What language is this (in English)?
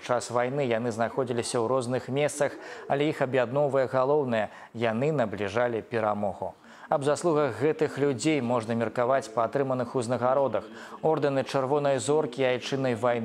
Belarusian